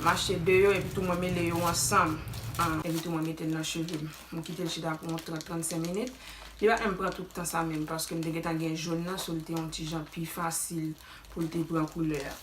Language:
Haitian Creole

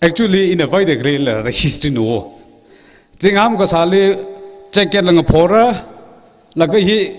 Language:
Tangkhul Naga (India)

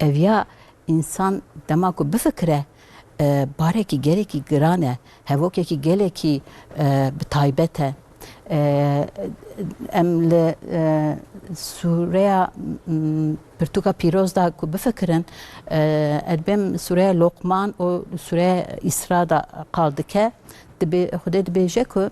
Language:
Kurdish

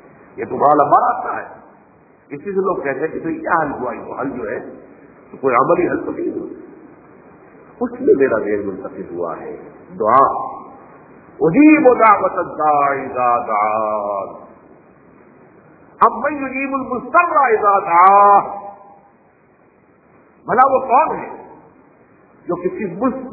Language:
Urdu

